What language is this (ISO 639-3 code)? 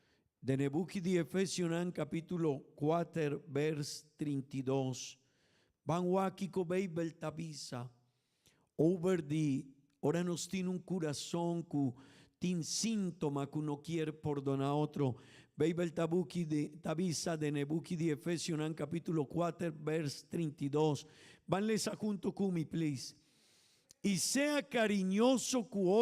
pap